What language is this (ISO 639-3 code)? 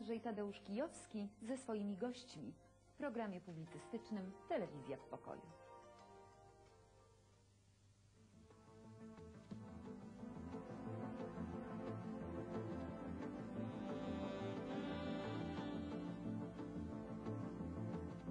pol